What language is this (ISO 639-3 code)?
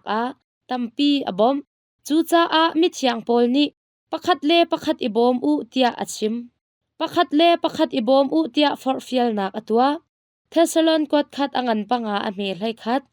cnh